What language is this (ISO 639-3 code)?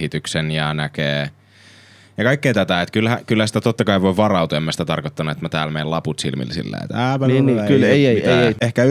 fin